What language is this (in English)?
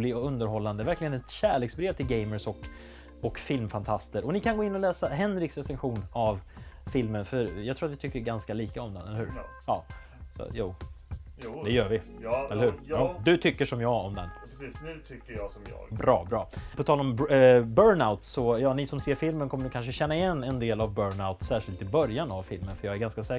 Swedish